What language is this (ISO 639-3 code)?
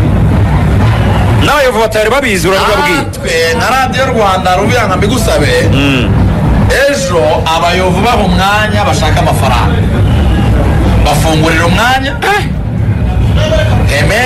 kin